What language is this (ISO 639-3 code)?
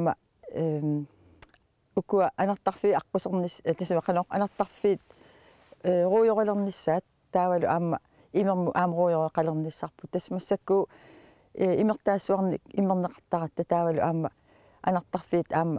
kal